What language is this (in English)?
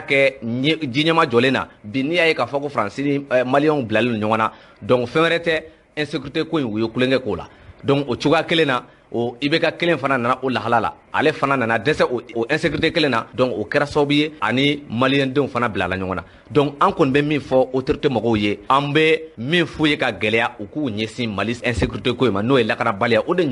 Bambara